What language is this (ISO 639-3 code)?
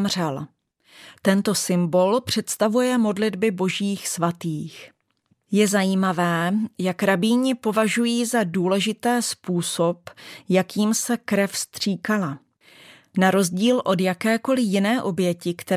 ces